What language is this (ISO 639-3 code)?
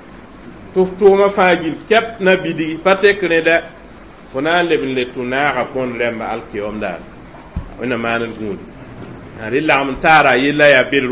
mos